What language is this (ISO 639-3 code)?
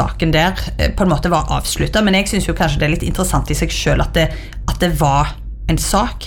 nor